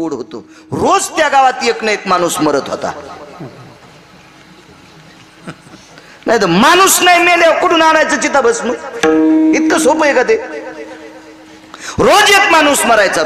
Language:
Marathi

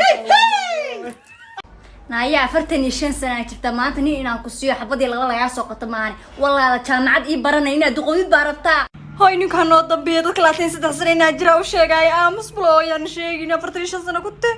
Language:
Somali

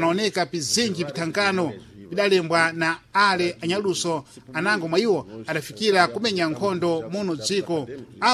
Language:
Sena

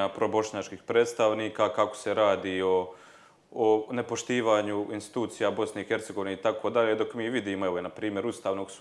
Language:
Croatian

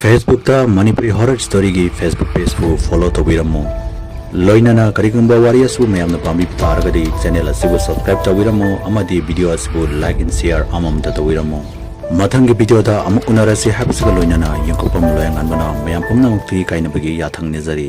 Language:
Manipuri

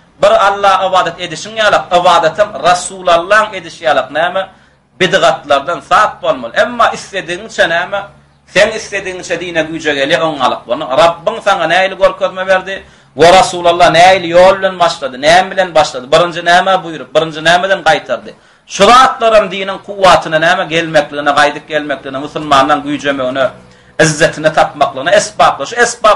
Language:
Turkmen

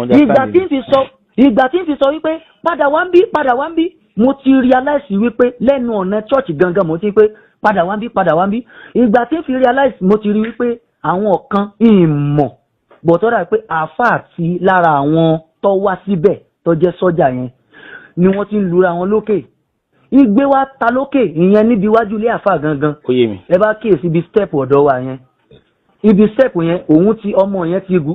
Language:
Yoruba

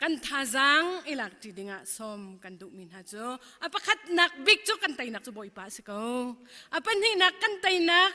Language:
Hakha Chin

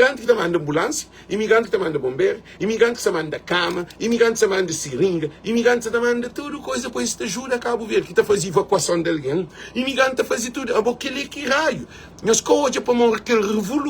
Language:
Kabuverdianu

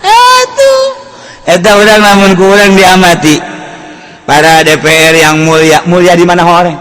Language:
Sundanese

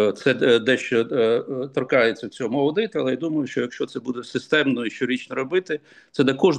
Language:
Ukrainian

